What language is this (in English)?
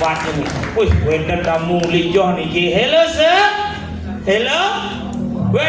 Balinese